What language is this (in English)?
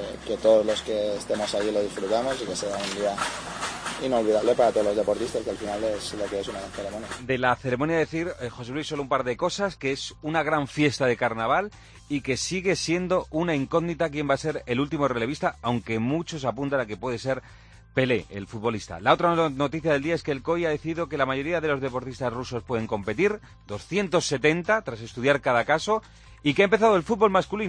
Spanish